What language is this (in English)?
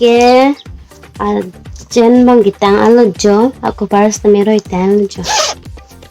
Karbi